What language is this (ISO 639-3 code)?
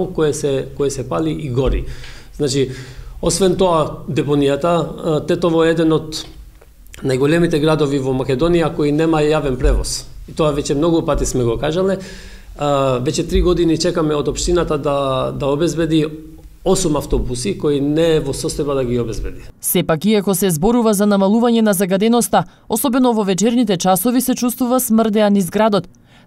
mkd